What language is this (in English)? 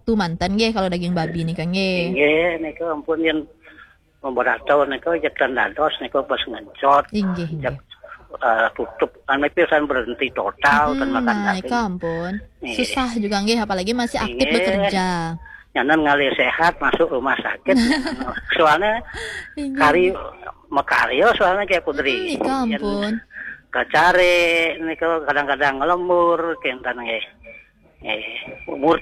Balinese